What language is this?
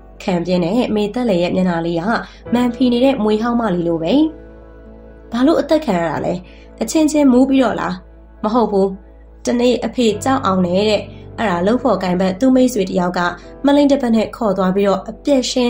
Burmese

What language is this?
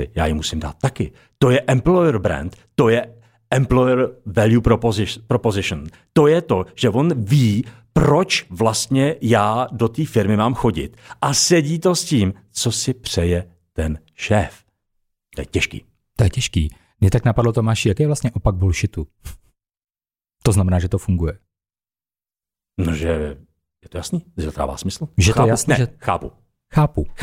Czech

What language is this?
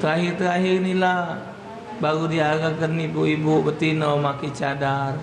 Musi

